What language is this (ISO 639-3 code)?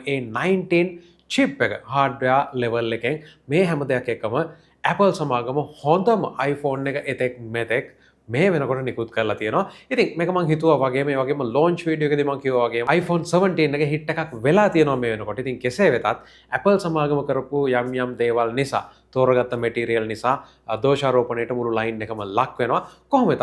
sin